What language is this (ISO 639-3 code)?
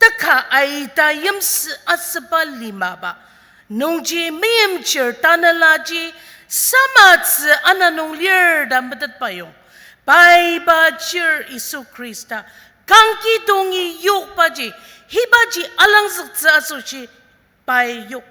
njo